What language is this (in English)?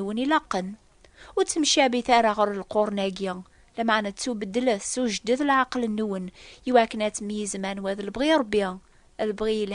Kabyle